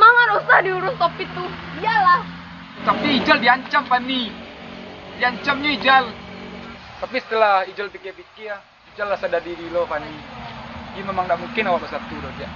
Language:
Minangkabau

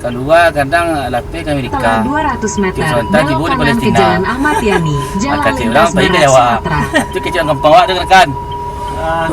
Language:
Minangkabau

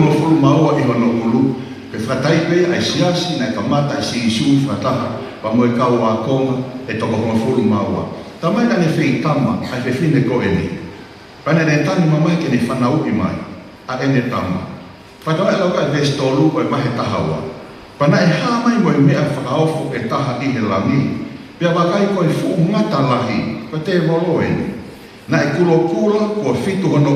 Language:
Tongan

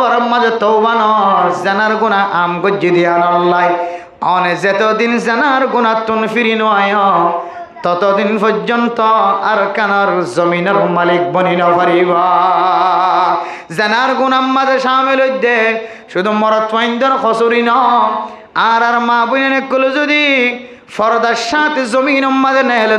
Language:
Rohingya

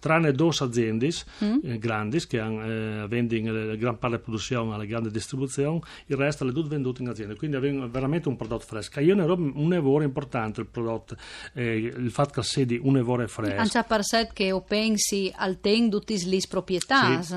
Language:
Friulian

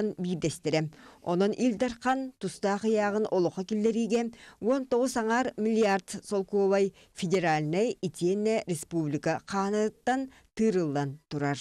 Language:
Yakut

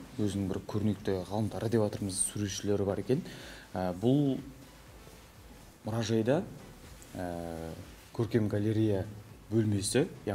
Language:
Kazakh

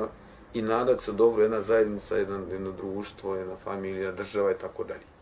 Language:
Bosnian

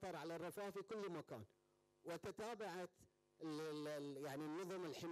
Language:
Arabic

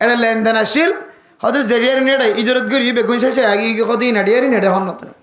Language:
Rohingya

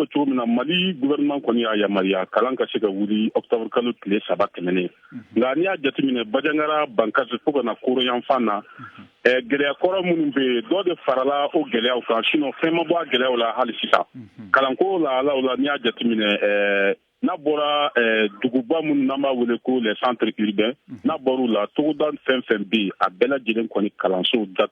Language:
Bambara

